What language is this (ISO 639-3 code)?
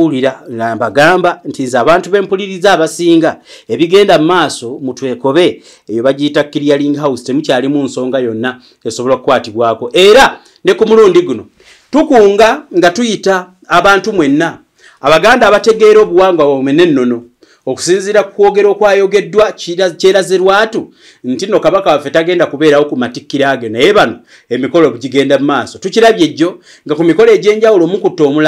lug